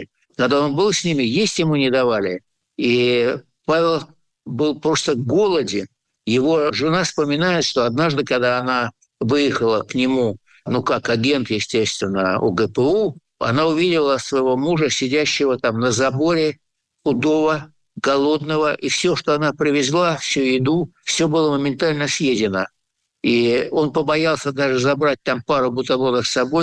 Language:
Russian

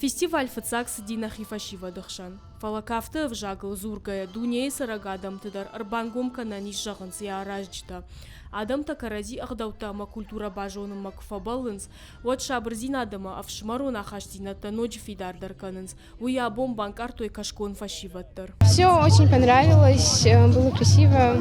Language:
Ossetic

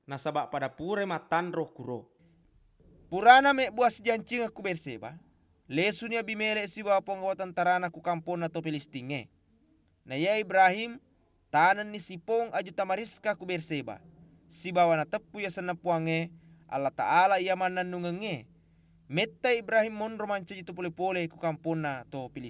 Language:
Buginese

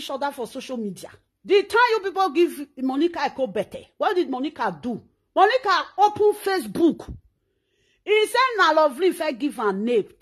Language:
Nigerian Pidgin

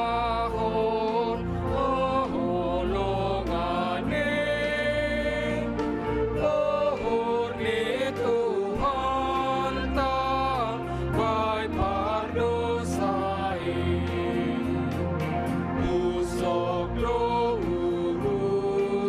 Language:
Batak Simalungun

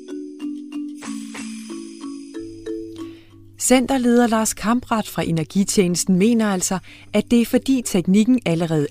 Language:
Danish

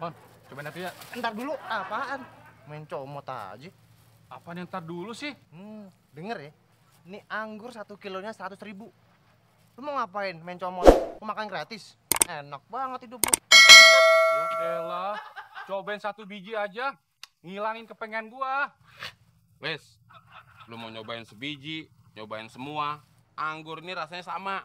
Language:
Betawi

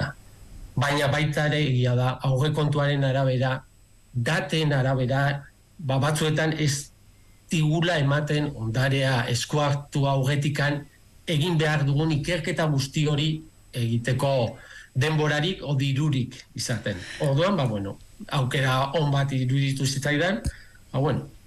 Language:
Basque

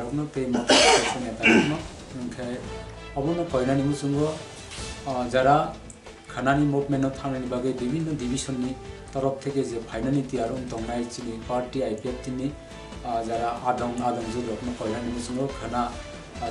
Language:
Riang (India)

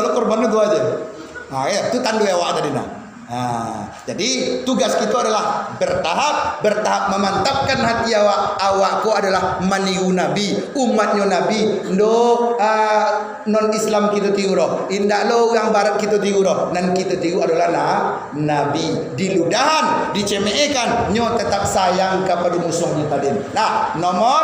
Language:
Minangkabau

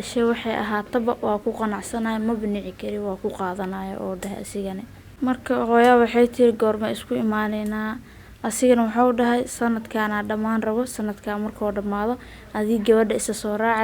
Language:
Somali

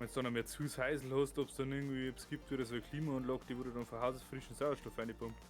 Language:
Bavarian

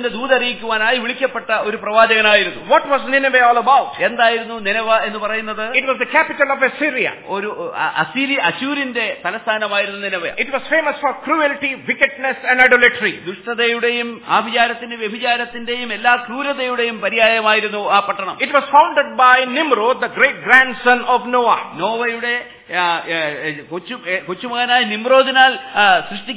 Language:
Malayalam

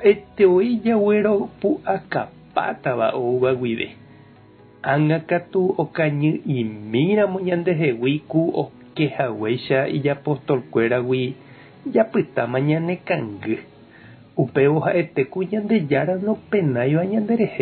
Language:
Guarani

